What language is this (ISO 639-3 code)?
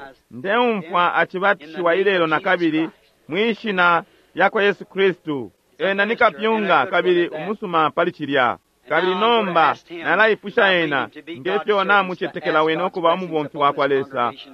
bem